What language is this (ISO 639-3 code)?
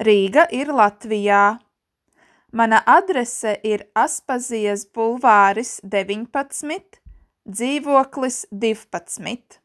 lav